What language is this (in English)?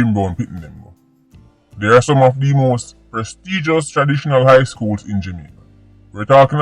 Jamaican Creole English